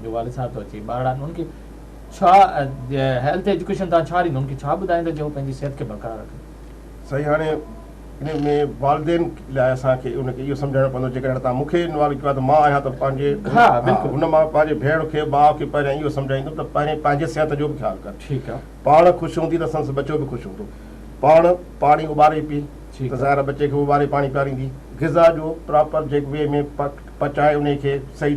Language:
Sindhi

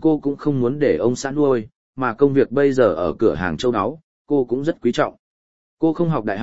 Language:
Vietnamese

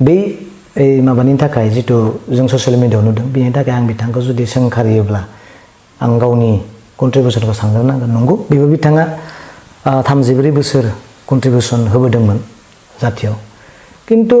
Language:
Bodo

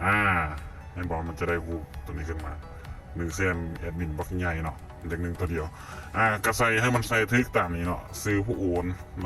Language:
Lao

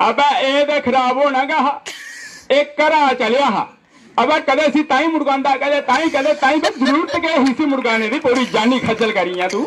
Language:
Dogri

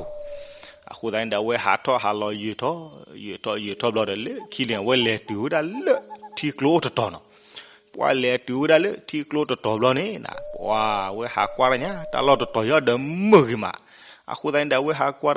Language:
S'gaw Karen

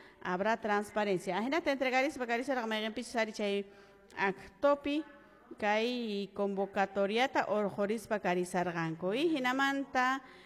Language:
Quechua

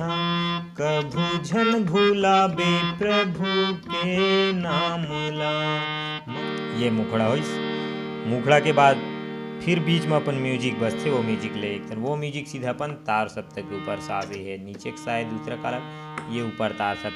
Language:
Chhattisgarhi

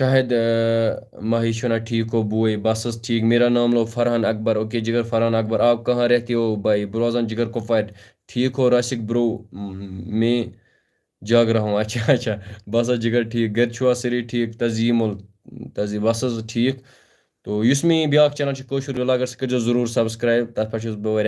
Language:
Kashmiri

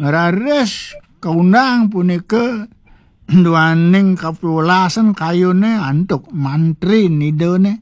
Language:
Balinese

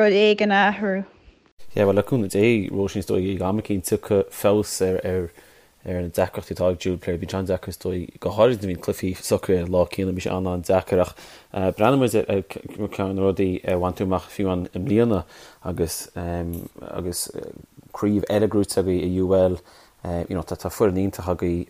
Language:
Irish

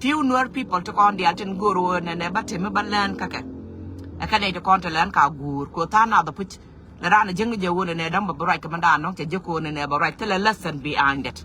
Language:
Nuer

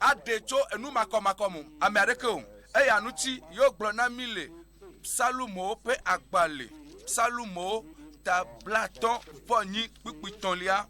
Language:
Ewe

